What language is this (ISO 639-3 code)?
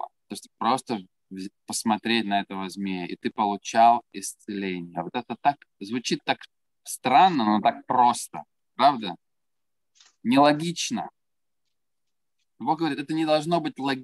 rus